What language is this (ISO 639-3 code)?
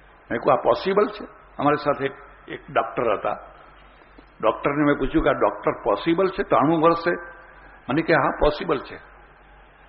guj